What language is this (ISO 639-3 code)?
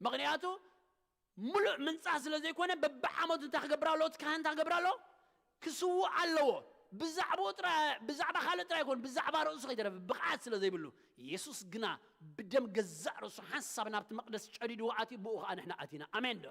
tir